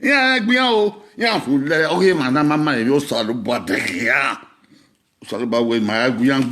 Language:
Bini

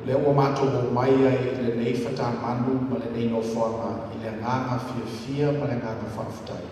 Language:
Samoan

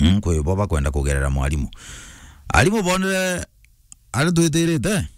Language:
Meru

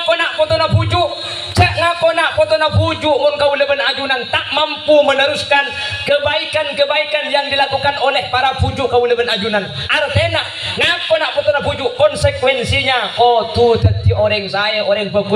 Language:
Madurese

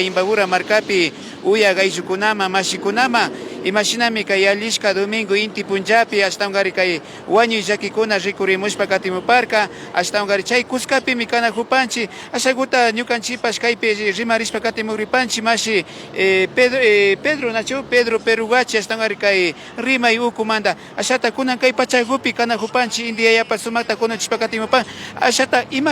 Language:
Imbabura Highland Quichua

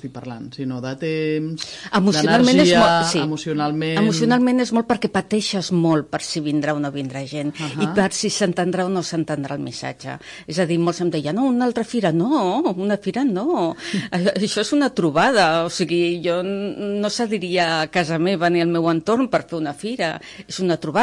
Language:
Catalan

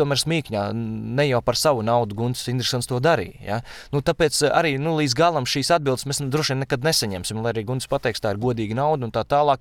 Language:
Latvian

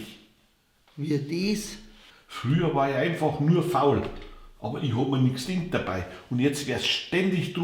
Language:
Bavarian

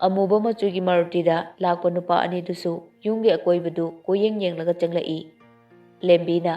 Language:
Manipuri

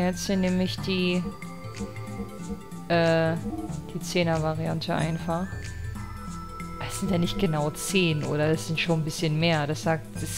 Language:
German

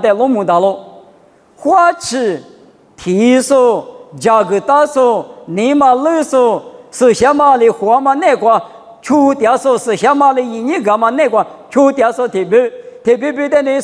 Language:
Lisu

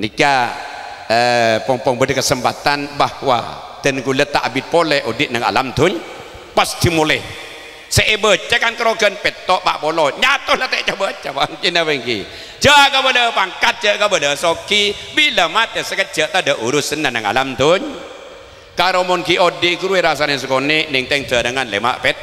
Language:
Madurese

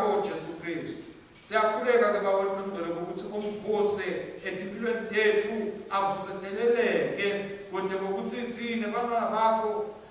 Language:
Swati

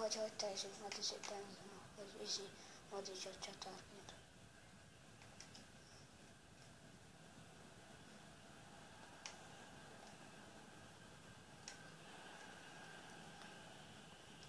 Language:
Hungarian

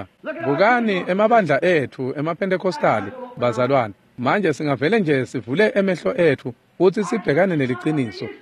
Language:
Swati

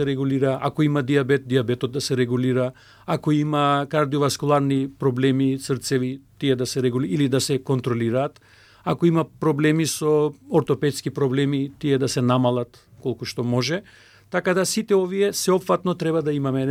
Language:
Macedonian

